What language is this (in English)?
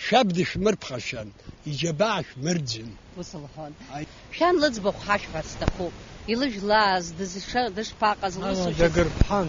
Abkhazian